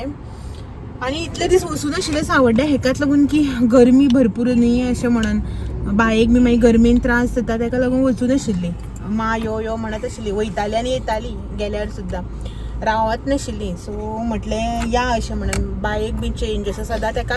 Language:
Konkani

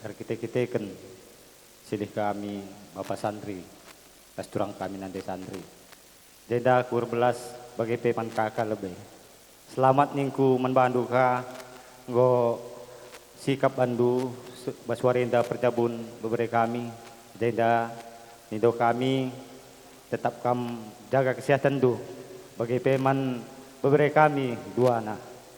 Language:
Batak Karo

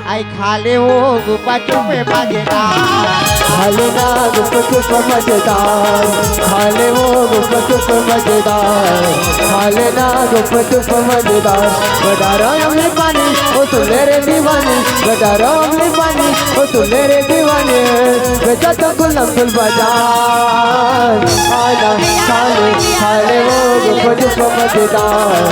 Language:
Chhattisgarhi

